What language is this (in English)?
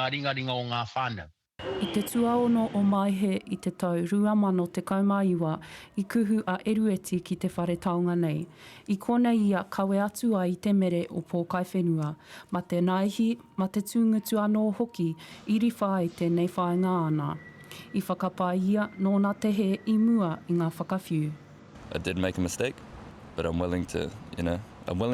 Māori